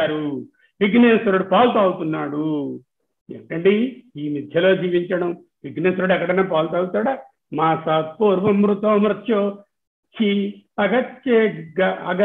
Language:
Telugu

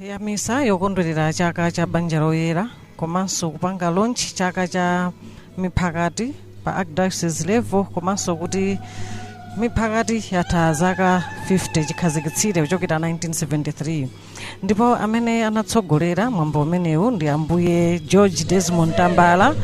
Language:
Nyanja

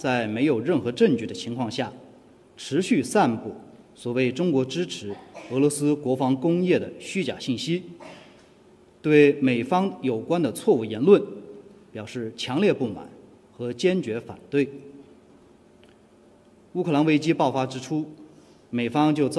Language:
Chinese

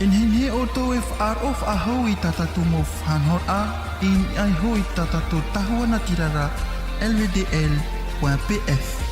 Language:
Tahitian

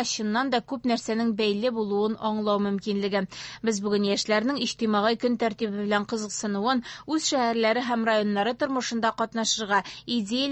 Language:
Tatar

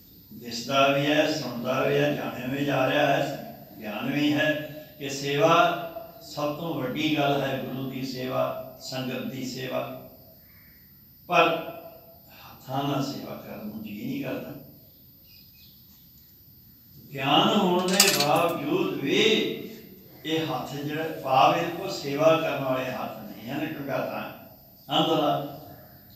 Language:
Punjabi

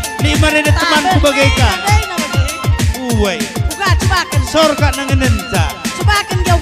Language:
Batak Karo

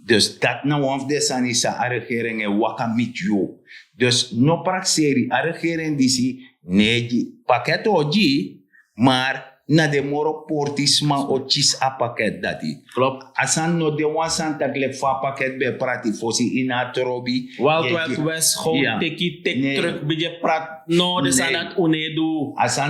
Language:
Sranan Tongo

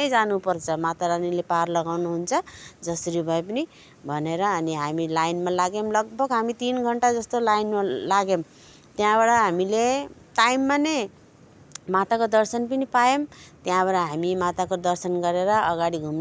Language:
Nepali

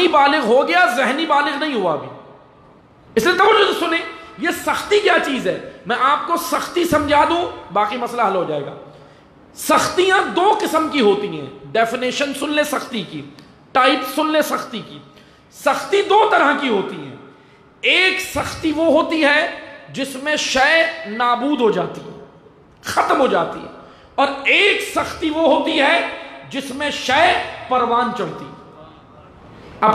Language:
Urdu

